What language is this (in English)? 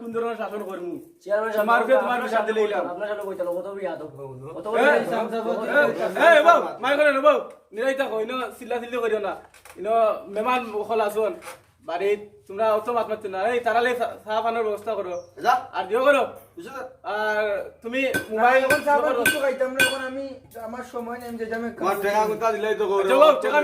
Sylheti